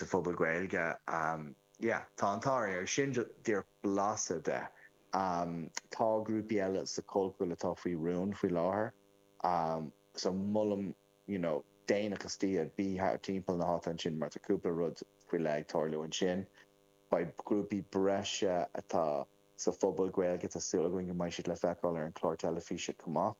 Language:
Irish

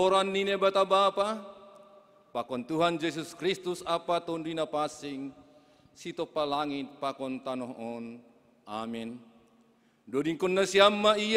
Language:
Batak Simalungun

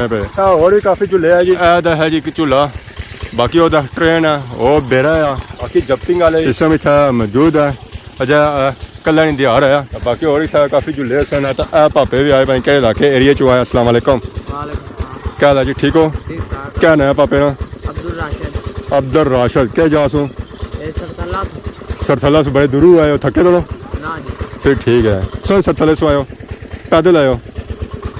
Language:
Pahari-Potwari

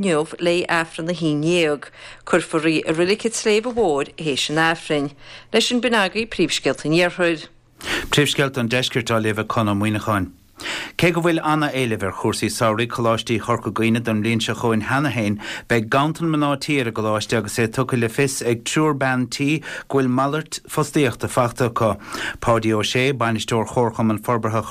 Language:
Irish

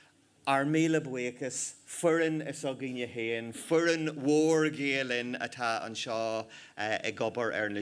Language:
Irish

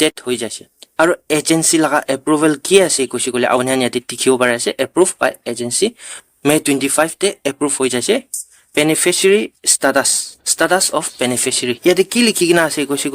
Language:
Naga Pidgin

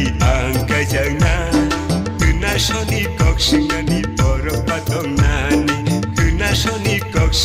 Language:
Kok Borok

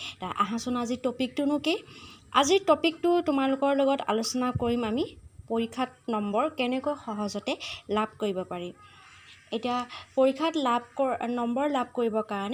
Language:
Assamese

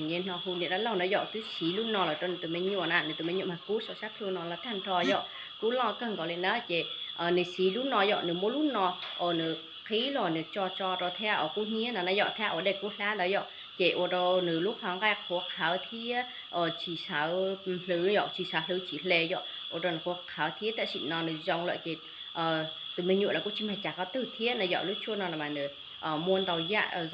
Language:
Hmong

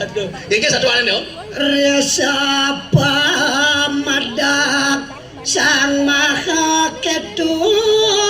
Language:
Balinese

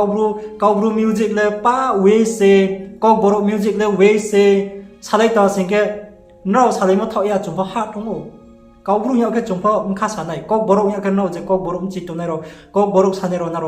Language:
Riang (India)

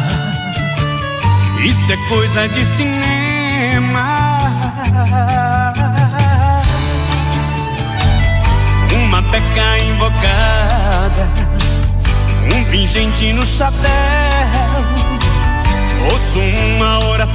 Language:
Portuguese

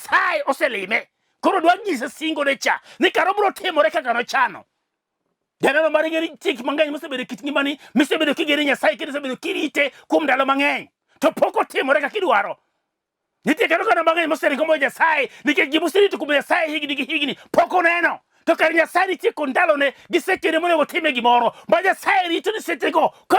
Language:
Luo (Kenya and Tanzania)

